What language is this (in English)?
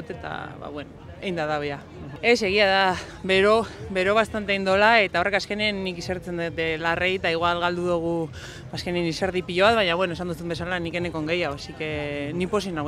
Basque